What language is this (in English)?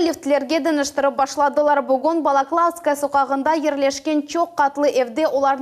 Crimean Tatar